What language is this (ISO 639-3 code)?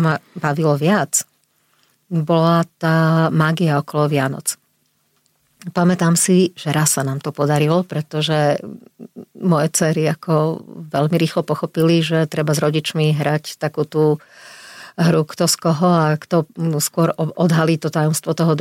slk